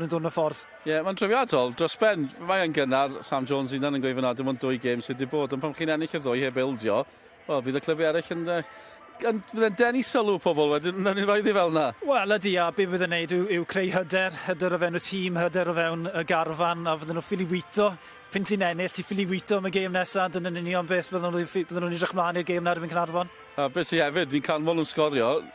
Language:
Welsh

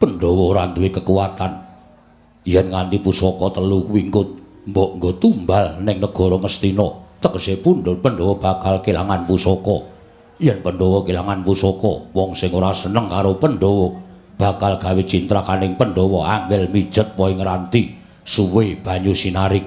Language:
Javanese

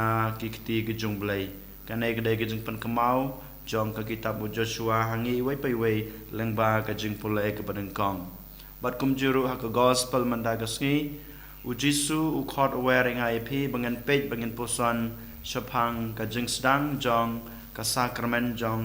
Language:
Khasi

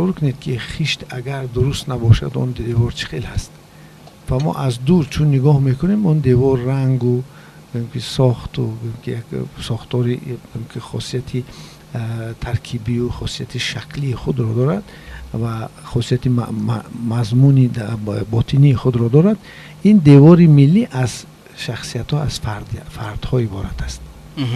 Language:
Tajik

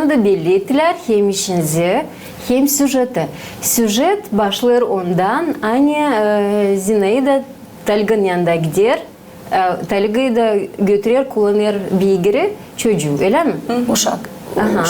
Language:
Gagauz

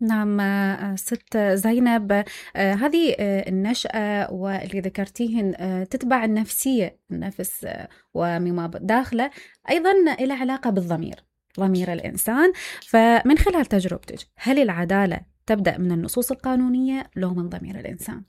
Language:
Mesopotamian Arabic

